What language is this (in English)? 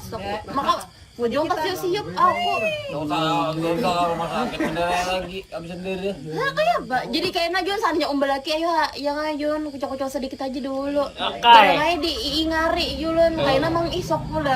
Banjar